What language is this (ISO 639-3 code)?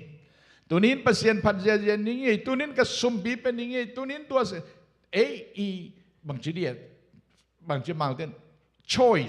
ctd